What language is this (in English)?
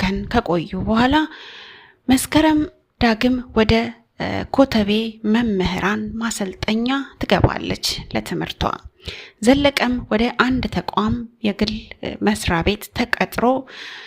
Amharic